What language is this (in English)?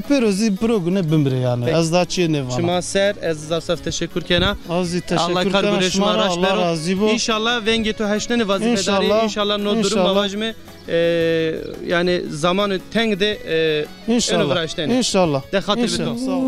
Zaza